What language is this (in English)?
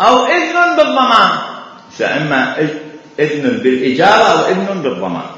Mesopotamian Arabic